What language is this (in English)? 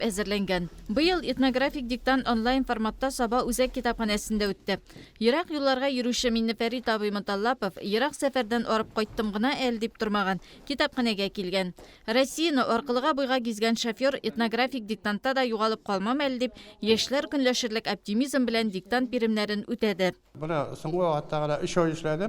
Tatar